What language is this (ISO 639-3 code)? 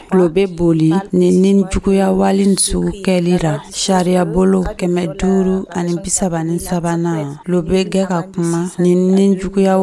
dyu